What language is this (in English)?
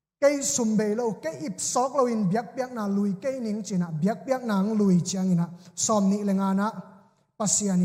Tedim Chin